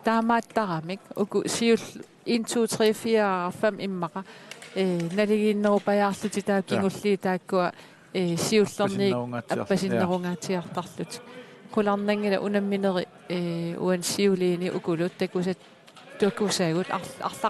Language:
Kalaallisut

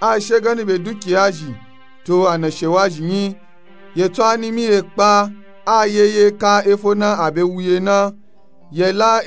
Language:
Nupe-Nupe-Tako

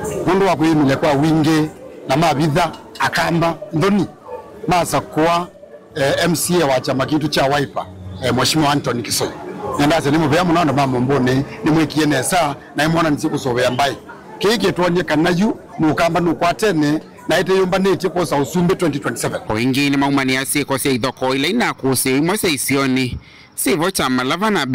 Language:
Kamba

